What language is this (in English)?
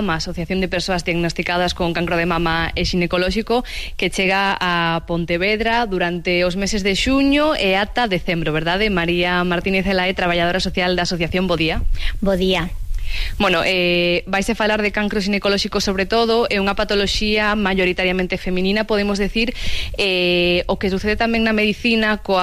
Galician